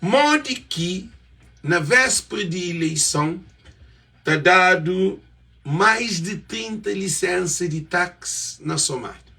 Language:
Kabuverdianu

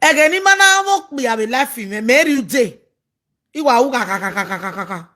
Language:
Nigerian Pidgin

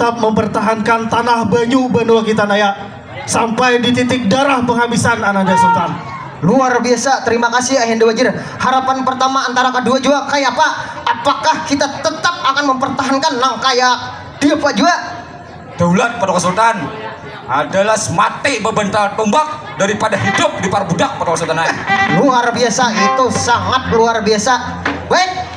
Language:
Banjar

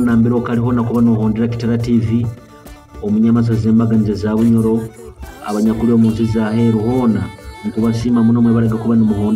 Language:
Nyoro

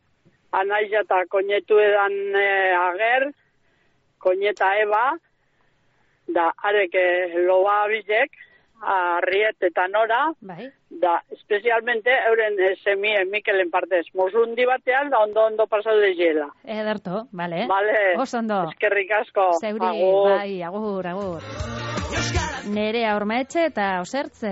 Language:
Basque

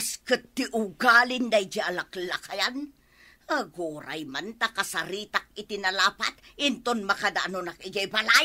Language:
Iloko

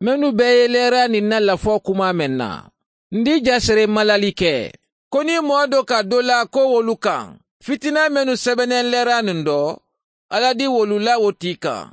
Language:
Mandingo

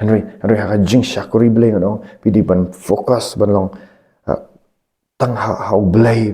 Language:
Khasi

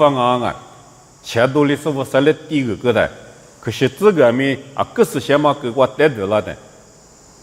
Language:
Lisu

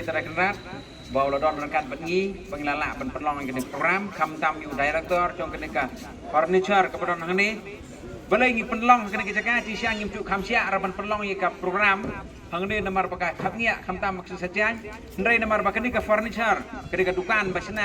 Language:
Khasi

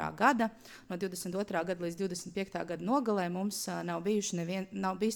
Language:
Latvian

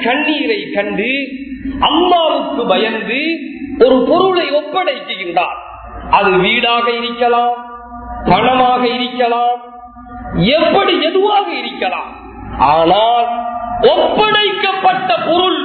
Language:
Tamil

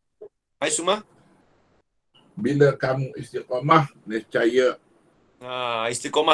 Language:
Malay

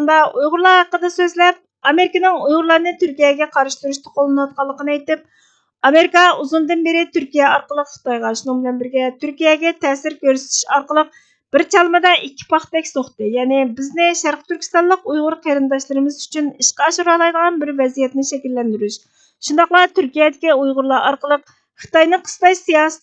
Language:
Uyghur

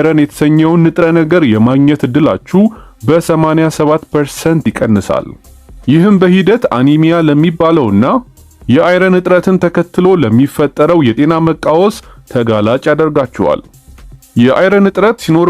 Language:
Amharic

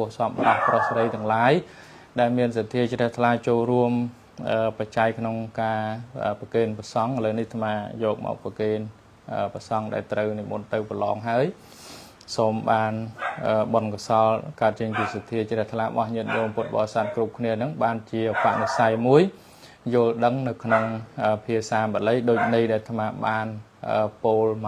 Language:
Khmer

